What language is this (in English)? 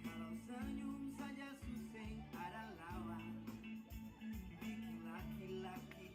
Ambonese Malay